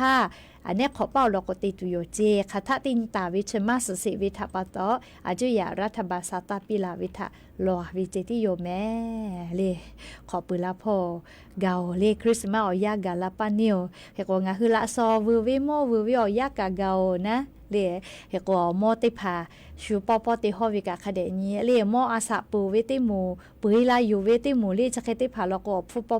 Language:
Lahu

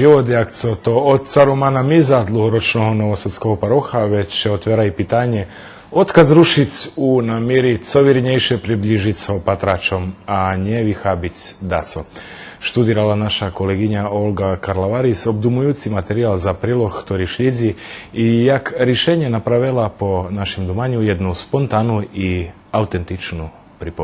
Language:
Rusyn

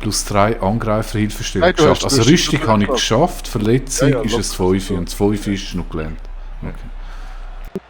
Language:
Swiss German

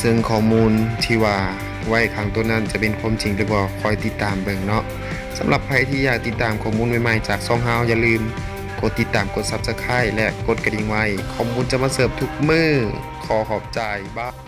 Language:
Lao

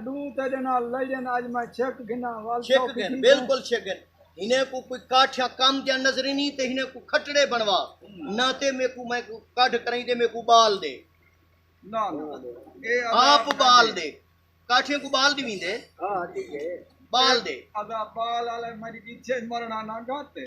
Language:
Saraiki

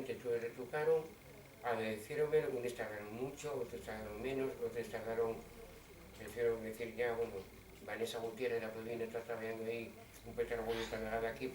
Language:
Asturian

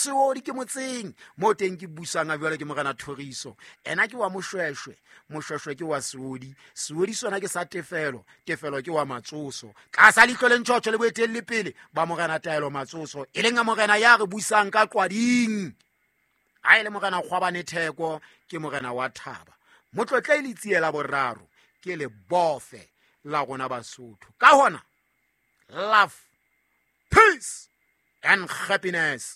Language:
Southern Sotho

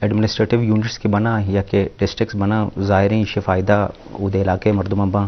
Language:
Eastern Balochi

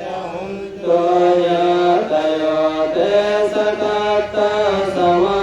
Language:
Pali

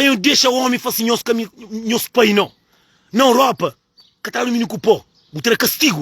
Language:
Kabuverdianu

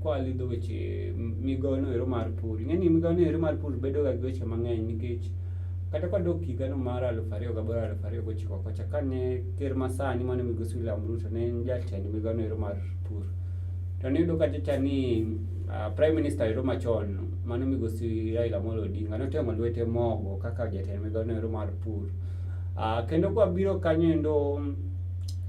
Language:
Luo (Kenya and Tanzania)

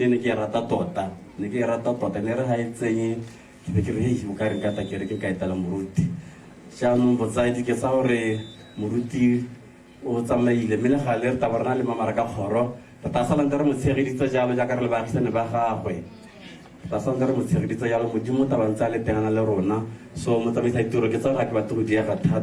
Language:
Tswana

